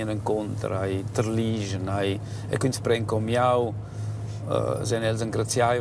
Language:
Romansh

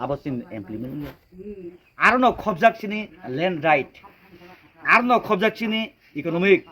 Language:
Kok Borok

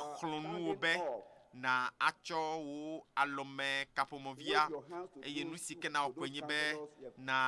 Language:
Ewe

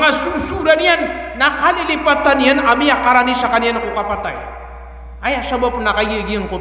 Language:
Maranao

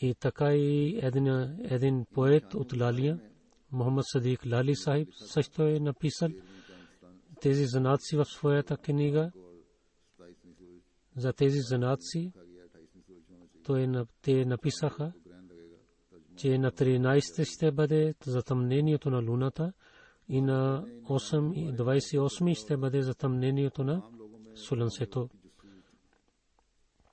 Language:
Bulgarian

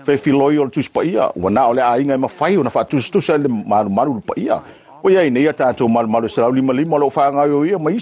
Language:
Samoan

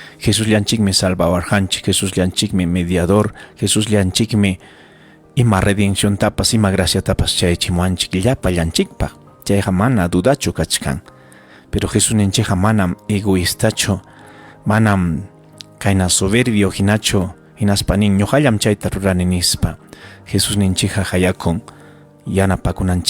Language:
Ayacucho Quechua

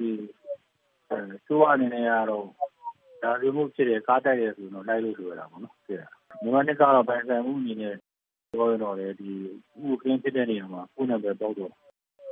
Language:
Burmese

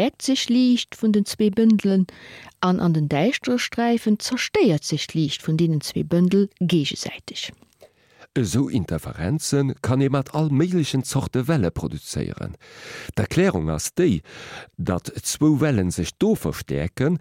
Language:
Luxembourgish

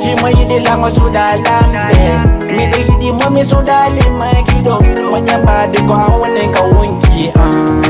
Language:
Fula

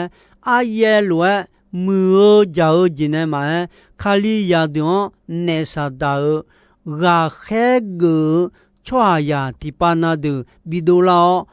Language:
Akha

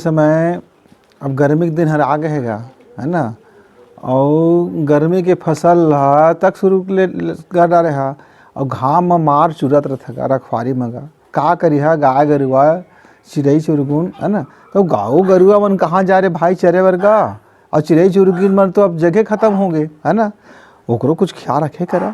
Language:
Chhattisgarhi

